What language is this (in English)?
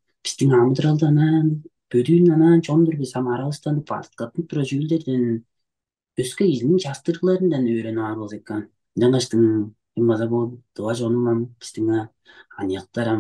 Tuvinian